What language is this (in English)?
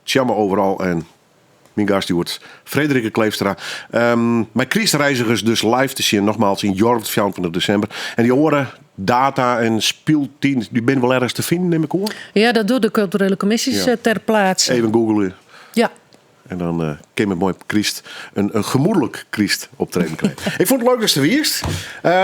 Western Frisian